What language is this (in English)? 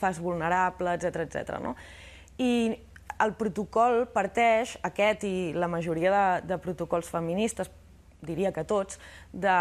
Catalan